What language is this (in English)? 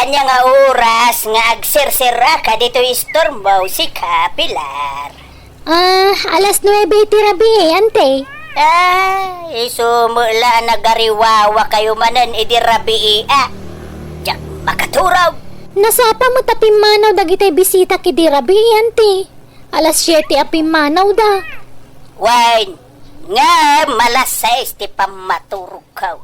Iloko